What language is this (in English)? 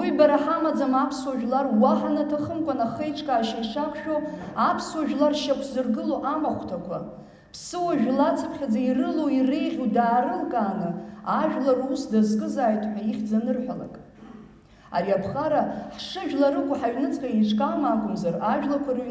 Abkhazian